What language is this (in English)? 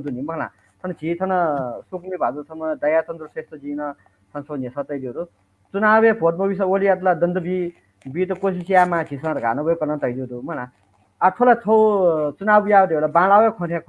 Newari